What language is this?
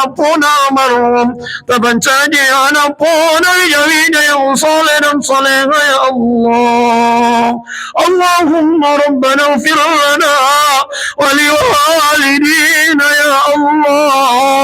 Buginese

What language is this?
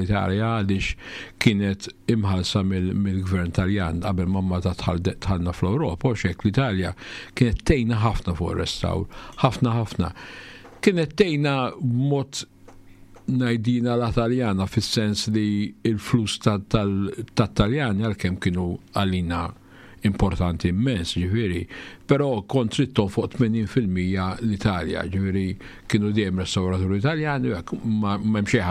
Maltese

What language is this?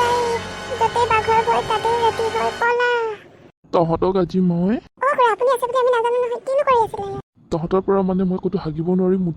Assamese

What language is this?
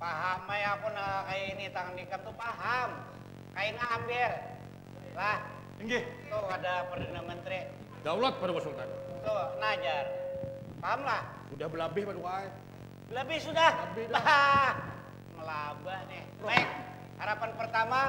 Banjar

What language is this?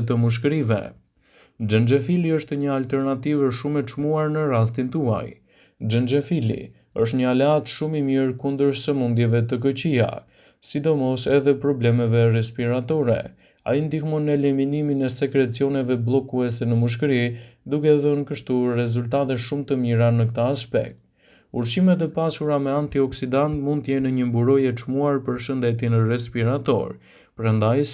Albanian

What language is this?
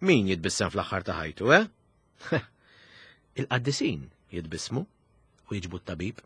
Maltese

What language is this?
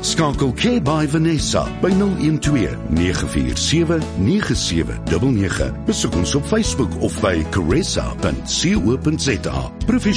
Afrikaans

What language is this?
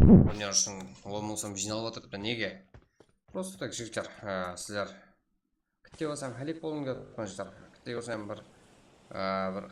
Kara-Kalpak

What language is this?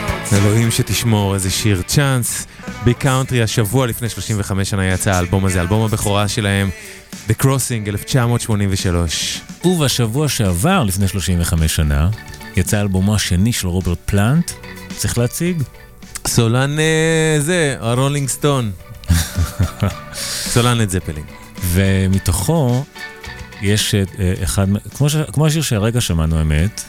Hebrew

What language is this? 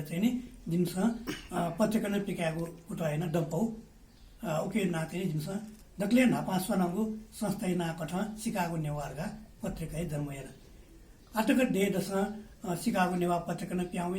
Newari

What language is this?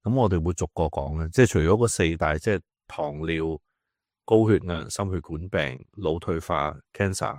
Cantonese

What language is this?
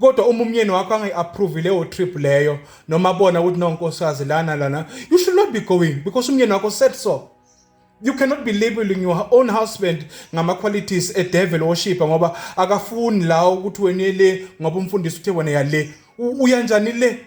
Zulu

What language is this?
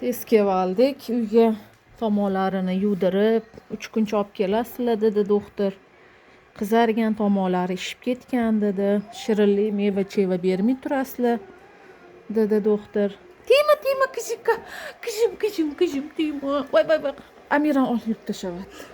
Uzbek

